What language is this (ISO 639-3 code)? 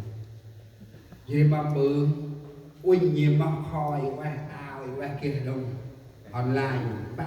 cmo